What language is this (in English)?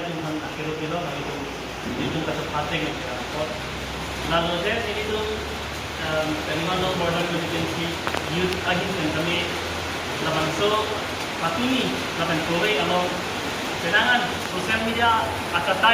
Karbi